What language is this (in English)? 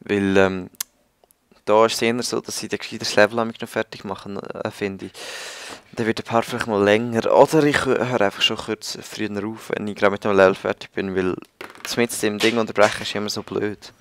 Swiss German